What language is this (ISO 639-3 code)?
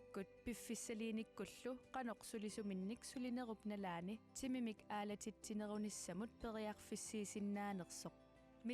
kal